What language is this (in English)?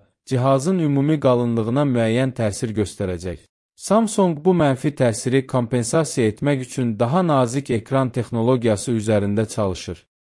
Azerbaijani